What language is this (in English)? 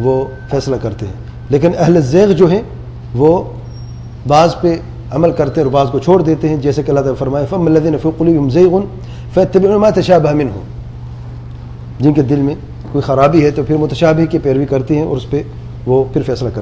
Urdu